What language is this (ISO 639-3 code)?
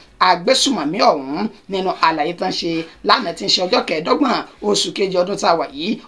yor